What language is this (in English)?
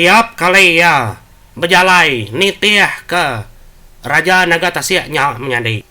Iban